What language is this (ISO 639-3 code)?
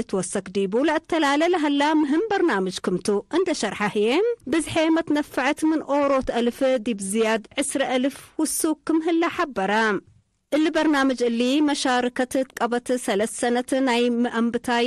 tig